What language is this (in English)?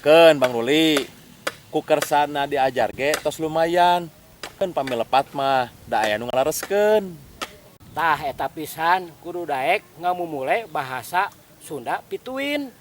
Sundanese